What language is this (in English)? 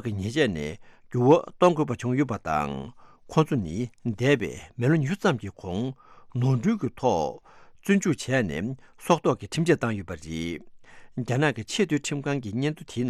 Tibetan